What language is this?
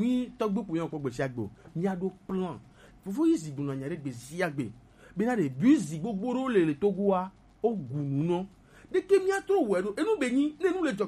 Gen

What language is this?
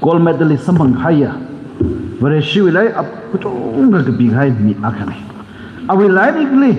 Tangkhul Naga (India)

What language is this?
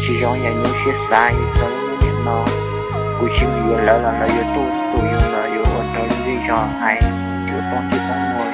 Hmong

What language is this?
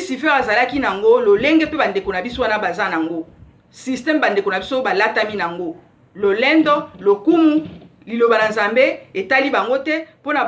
Lingala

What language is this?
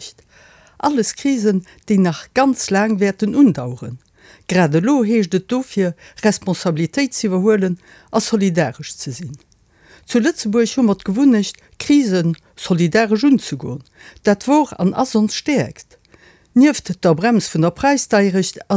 Luxembourgish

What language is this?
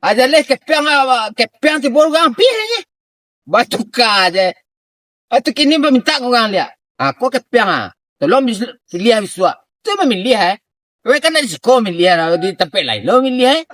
Minangkabau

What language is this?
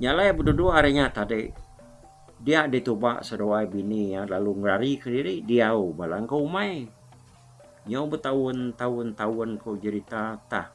Iban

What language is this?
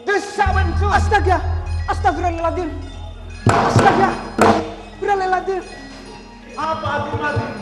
Madurese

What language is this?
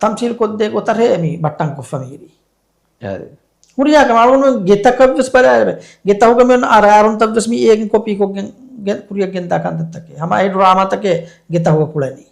Divehi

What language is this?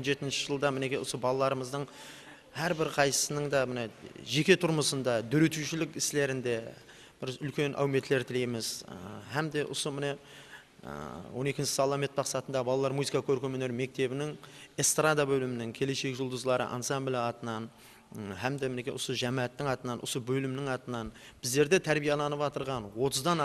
Kara-Kalpak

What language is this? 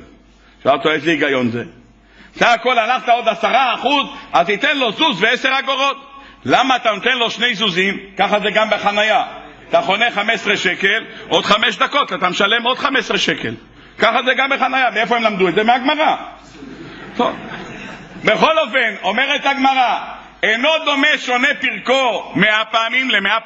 Hebrew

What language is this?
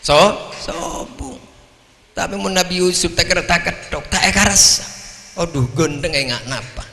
Madurese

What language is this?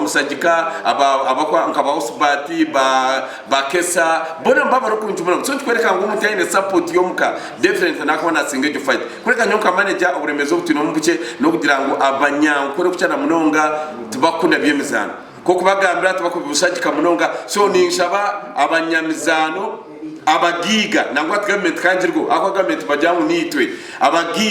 Nyankole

